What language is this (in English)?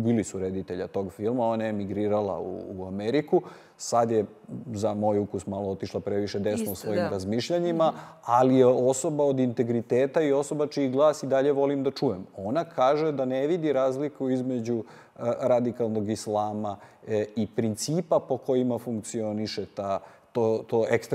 Serbian